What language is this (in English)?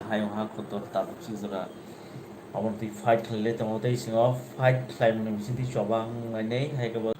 Kok Borok